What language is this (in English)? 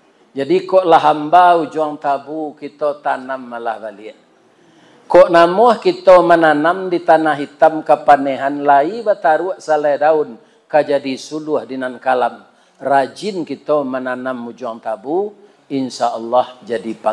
Minangkabau